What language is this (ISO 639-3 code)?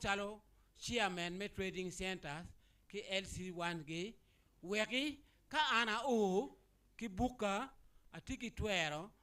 ach